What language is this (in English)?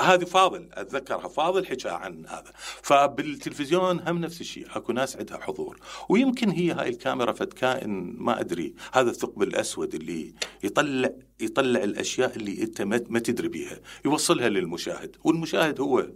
Mesopotamian Arabic